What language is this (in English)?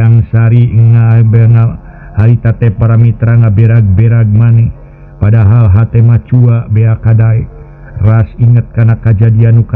Sundanese